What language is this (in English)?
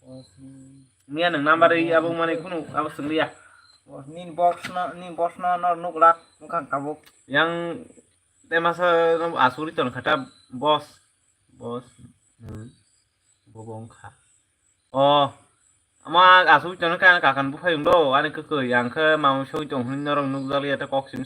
Kok Borok